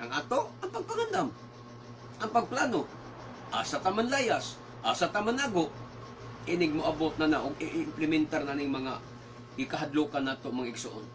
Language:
Cebuano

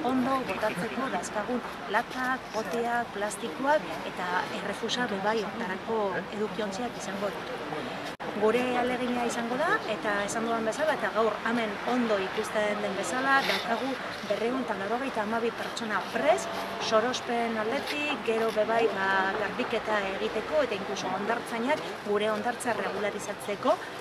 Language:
Basque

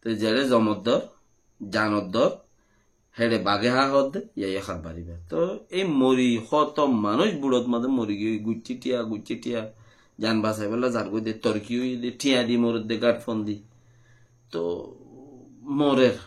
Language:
Rohingya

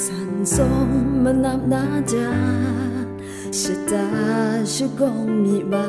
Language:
Kachin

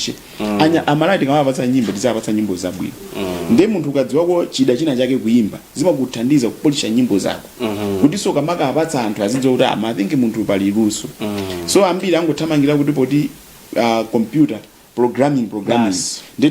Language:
Nyanja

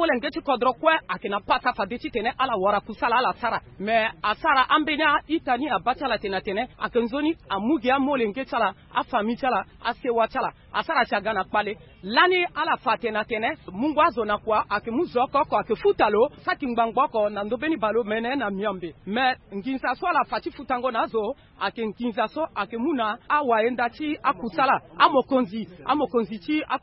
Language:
Sango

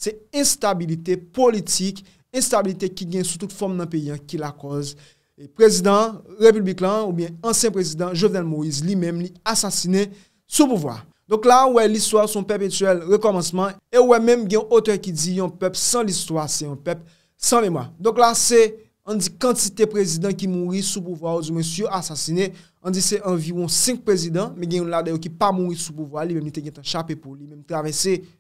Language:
Haitian Creole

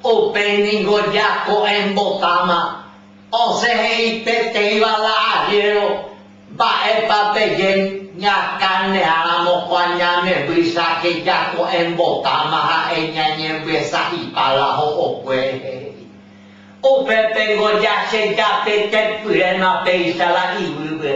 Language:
Guarani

